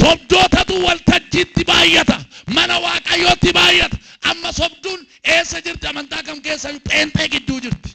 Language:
Oromo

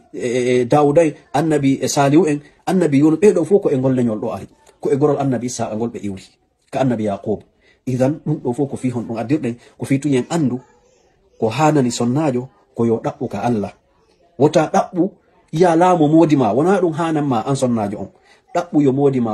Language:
Fula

